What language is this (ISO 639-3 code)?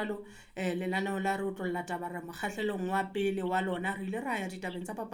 sot